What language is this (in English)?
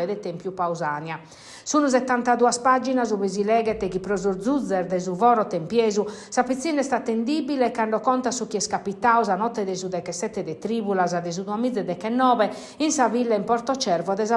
Sardinian